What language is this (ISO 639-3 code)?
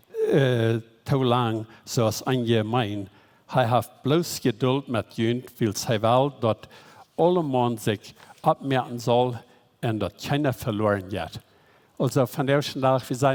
pdt